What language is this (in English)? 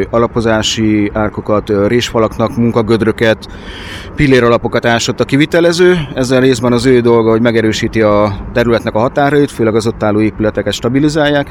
Hungarian